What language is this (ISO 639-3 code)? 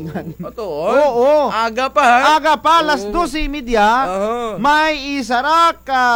krj